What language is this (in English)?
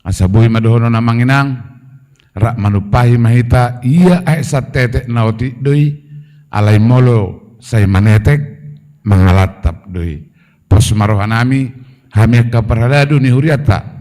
Batak Toba